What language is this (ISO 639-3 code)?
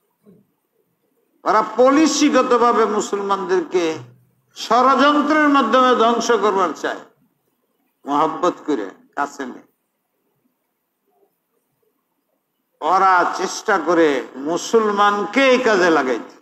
ben